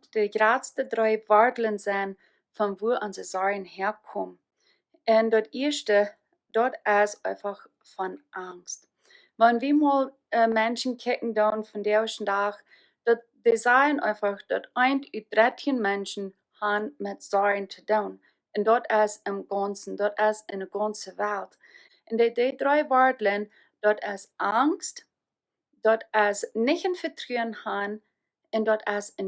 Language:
Plautdietsch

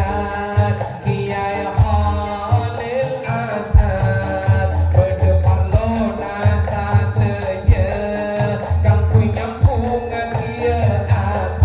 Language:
Madurese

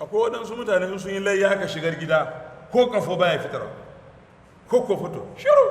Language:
Hausa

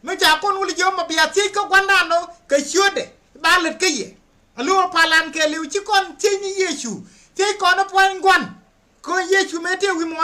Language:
Nuer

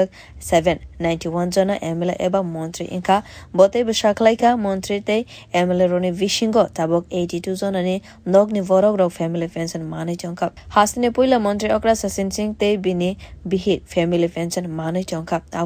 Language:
Kok Borok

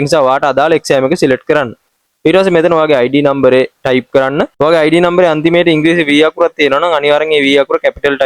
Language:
Sinhala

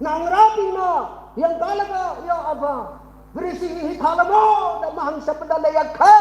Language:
Tangkhul Naga (India)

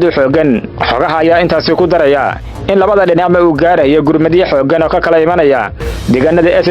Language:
Somali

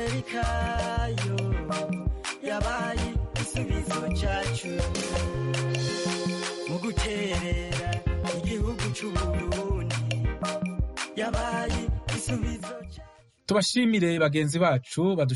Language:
Kinyarwanda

